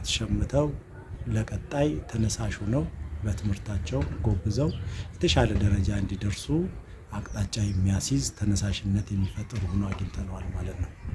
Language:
Amharic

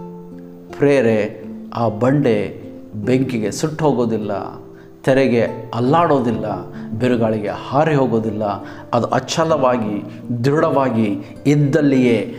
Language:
Kannada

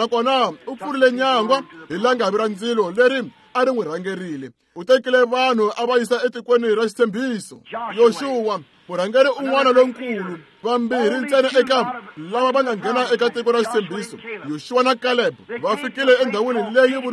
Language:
Tsonga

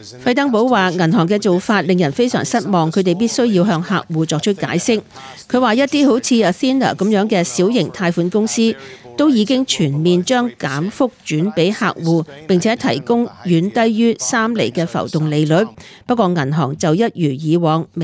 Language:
Cantonese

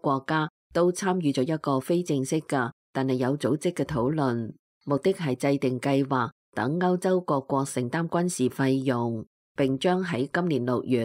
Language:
Cantonese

